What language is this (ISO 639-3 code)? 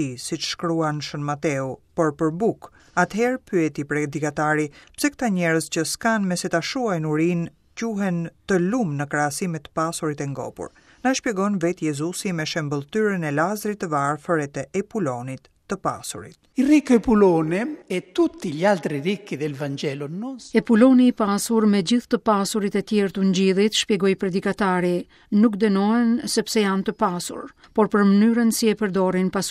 sqi